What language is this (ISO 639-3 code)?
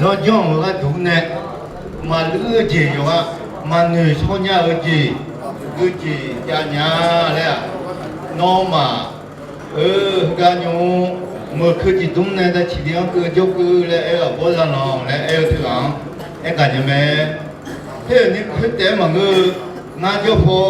ahk